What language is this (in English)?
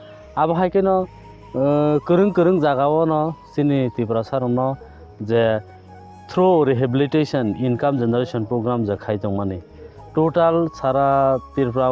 Kok Borok